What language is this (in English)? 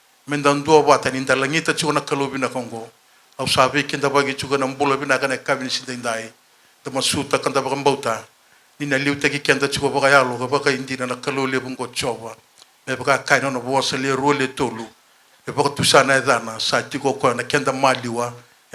Fijian